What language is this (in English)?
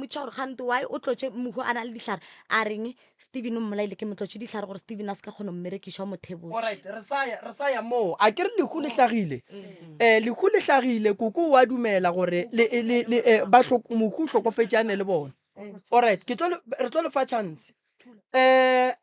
Northern Sotho